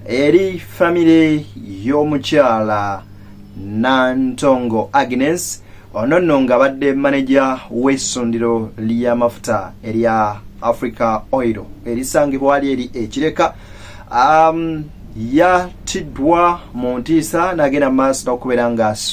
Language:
Ganda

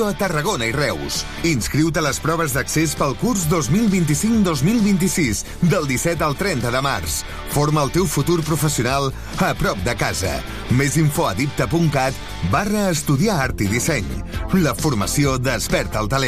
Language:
Catalan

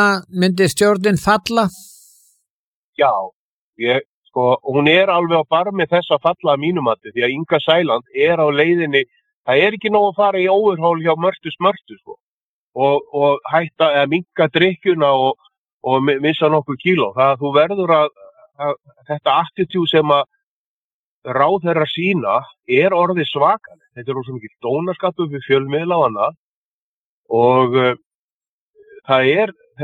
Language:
Icelandic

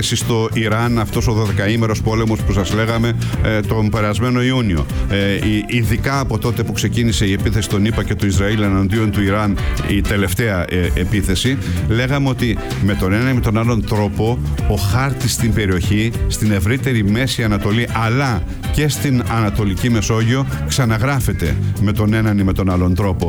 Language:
Greek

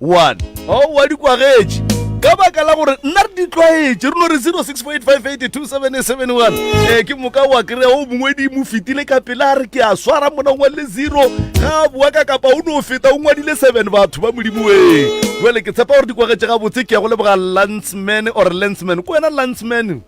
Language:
Northern Sotho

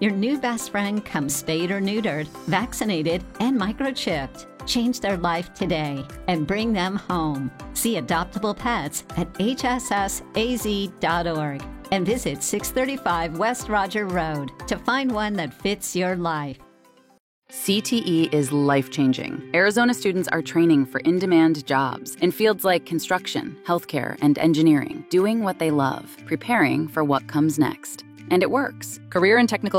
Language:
English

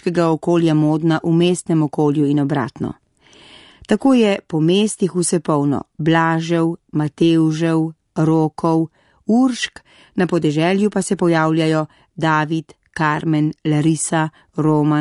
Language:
Slovenian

